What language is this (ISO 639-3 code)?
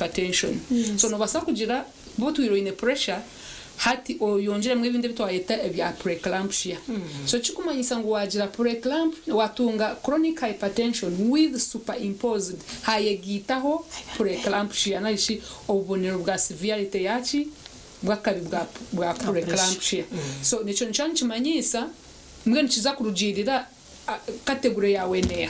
nyn